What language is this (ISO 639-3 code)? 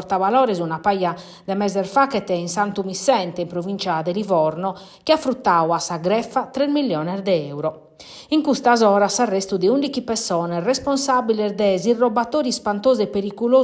srd